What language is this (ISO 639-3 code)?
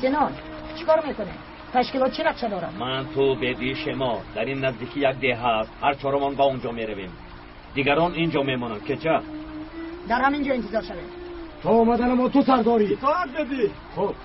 tgk